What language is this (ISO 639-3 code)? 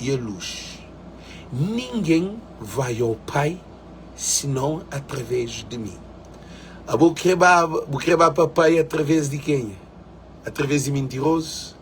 kea